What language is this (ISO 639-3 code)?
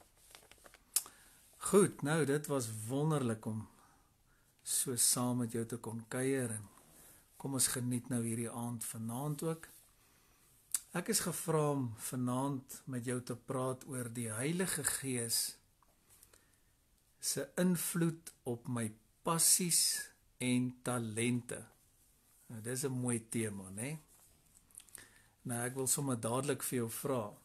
afr